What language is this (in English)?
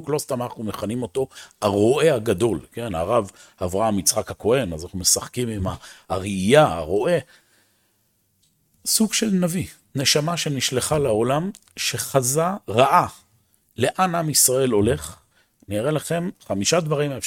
Hebrew